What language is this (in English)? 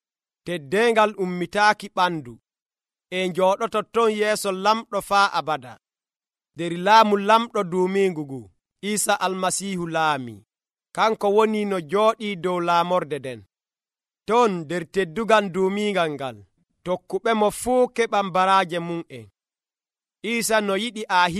Nigerian Fulfulde